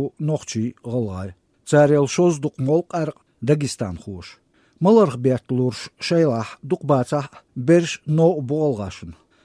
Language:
Chechen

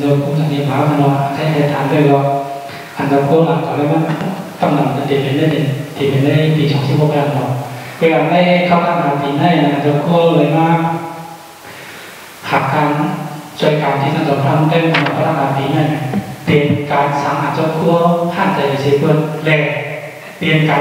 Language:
Thai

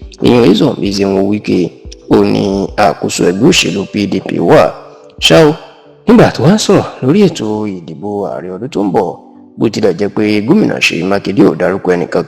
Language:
Yoruba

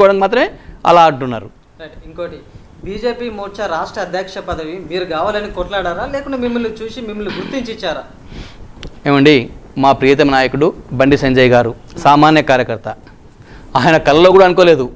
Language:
Telugu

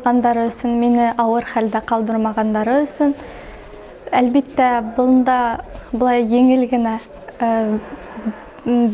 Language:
Bashkir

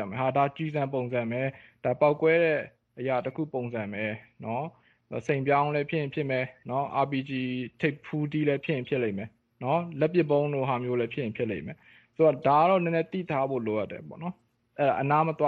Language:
Burmese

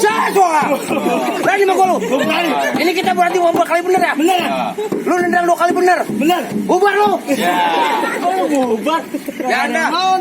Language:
Betawi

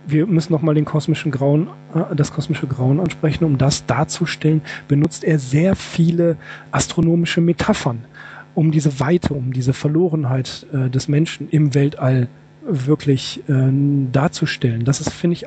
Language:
German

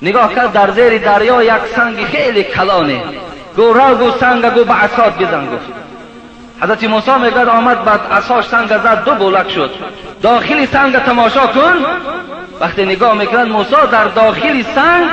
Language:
Tajik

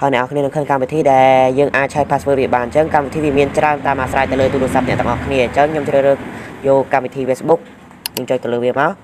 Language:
Khmer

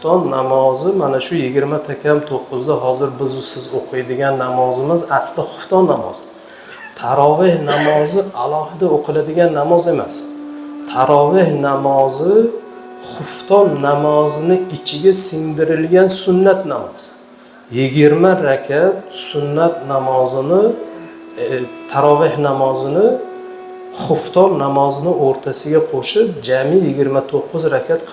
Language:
Uzbek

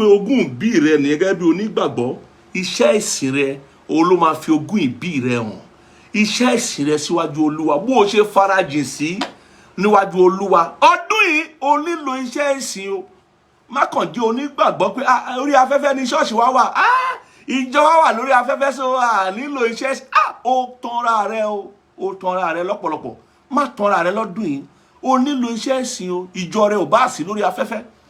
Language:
Yoruba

